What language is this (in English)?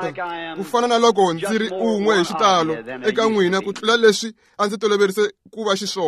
Tsonga